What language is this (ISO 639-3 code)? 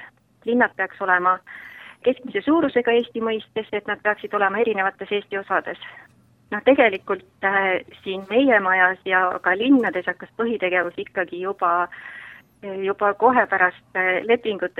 est